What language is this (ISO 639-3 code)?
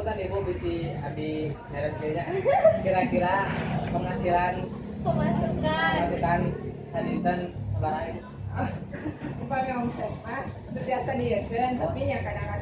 sun